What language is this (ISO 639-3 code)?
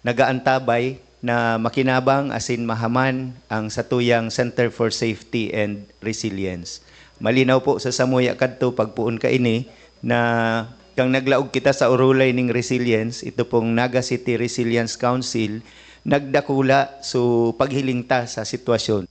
bik